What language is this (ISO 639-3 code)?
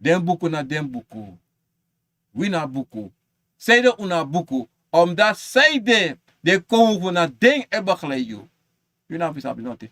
srn